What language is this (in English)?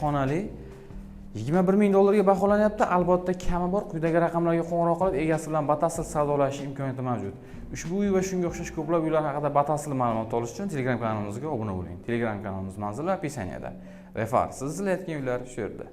Uzbek